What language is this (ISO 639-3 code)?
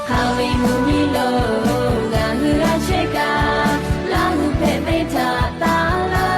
lhu